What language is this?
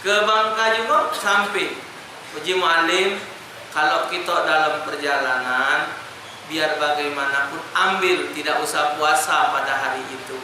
Musi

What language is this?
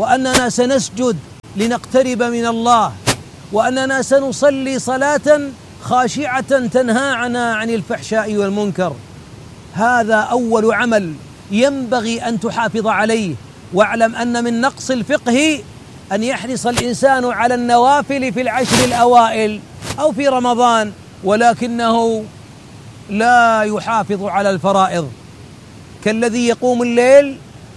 Arabic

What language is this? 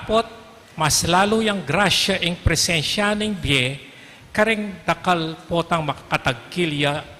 Pampanga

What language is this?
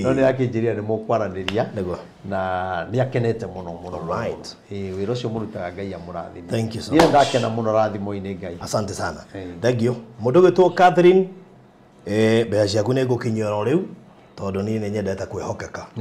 Kikuyu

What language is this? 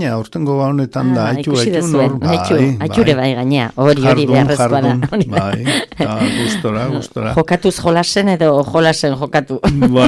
Basque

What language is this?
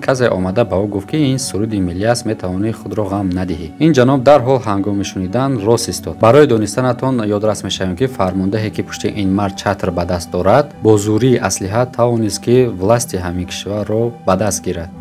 Tajik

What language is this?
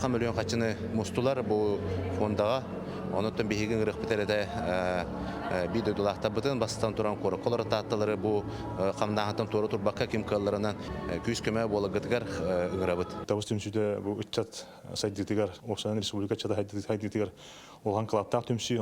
Yakut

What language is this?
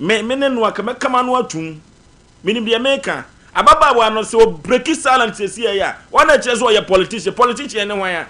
Akan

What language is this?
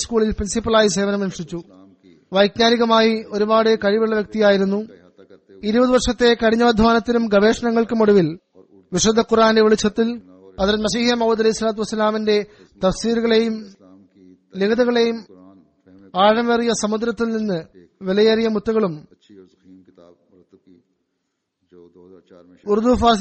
Malayalam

